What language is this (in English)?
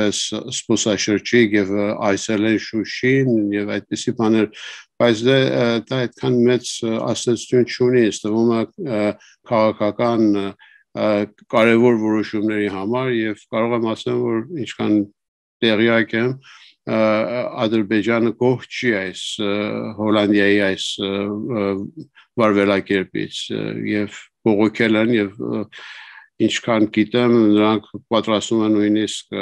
Armenian